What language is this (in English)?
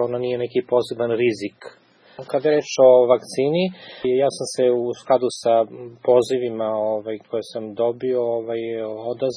Serbian